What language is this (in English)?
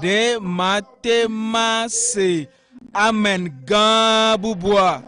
Ewe